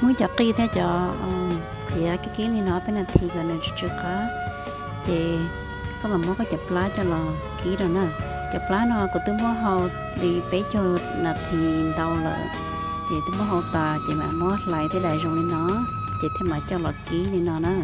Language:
Hmong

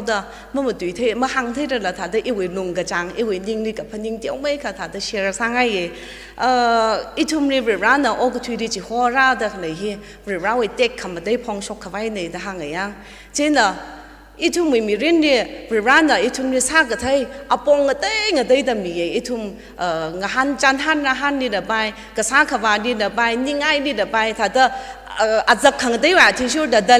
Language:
Tangkhul Naga (India)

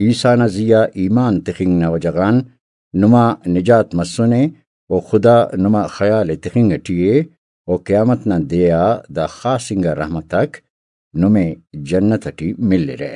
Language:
Brahui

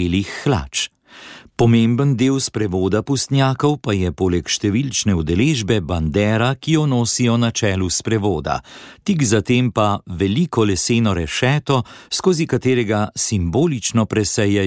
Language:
Slovenian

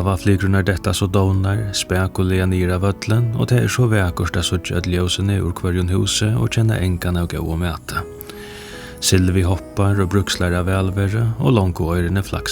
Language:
Faroese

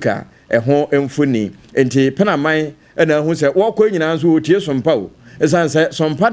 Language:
Akan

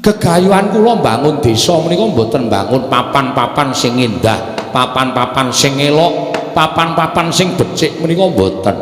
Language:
Javanese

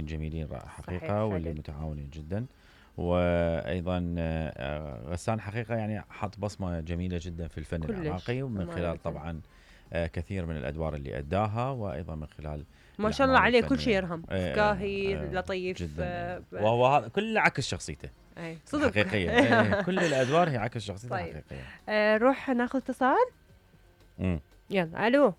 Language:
Mesopotamian Arabic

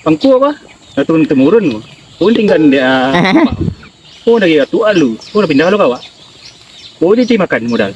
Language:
Minangkabau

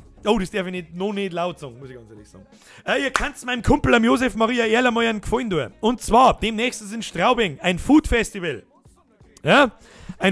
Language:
Bavarian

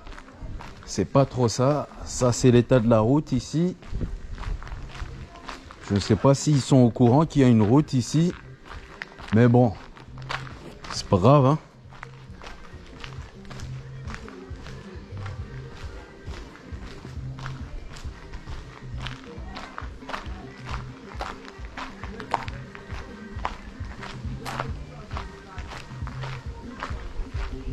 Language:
French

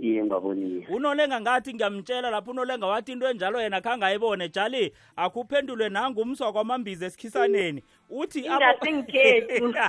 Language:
South Ndebele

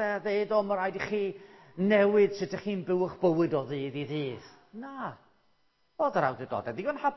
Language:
Welsh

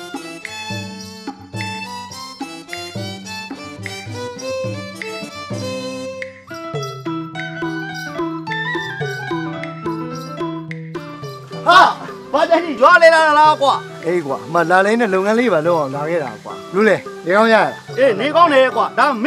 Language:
Burmese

